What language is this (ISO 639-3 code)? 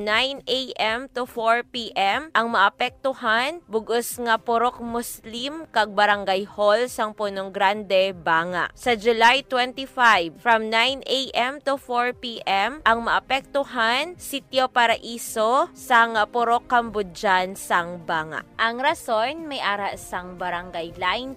hil